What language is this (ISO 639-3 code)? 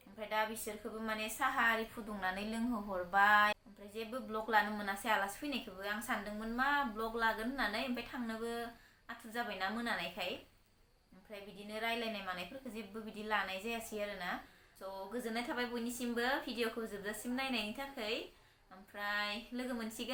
brx